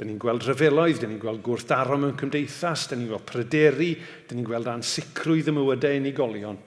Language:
Welsh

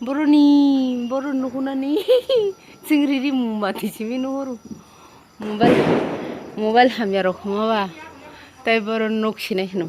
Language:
Kok Borok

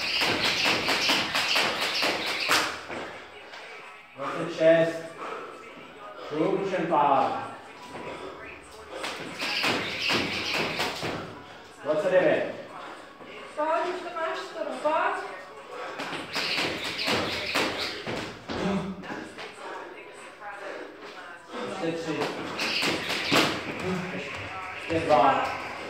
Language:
Czech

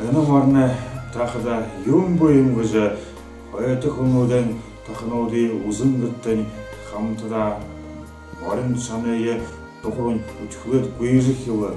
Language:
Buriat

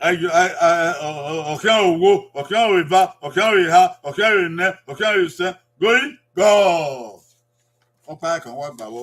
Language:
Bini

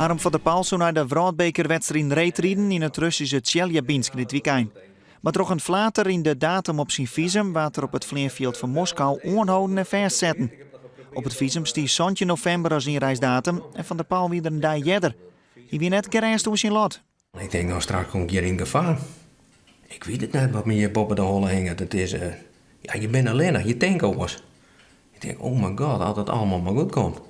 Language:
Western Frisian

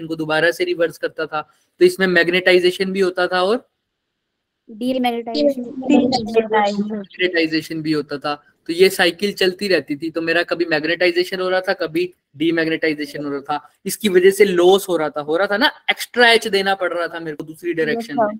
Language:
Hindi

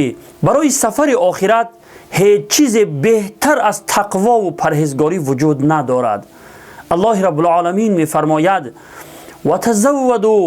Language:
Tajik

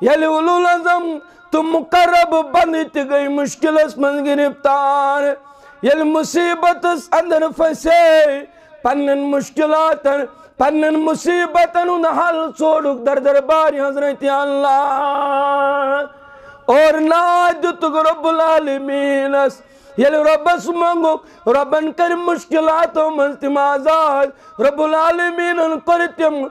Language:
Kashmiri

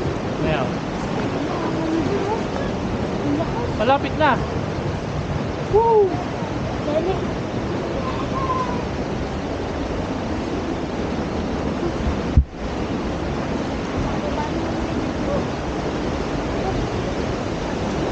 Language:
Filipino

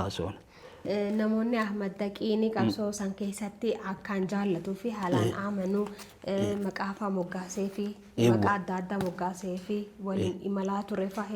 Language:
Oromo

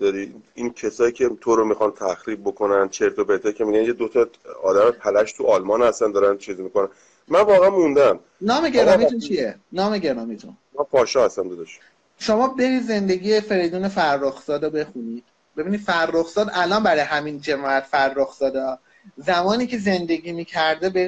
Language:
Persian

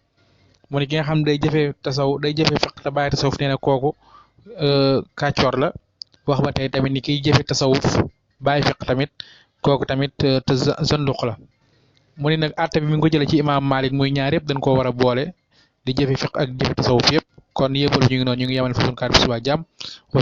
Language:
Wolof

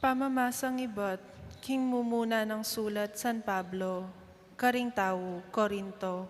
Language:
Pampanga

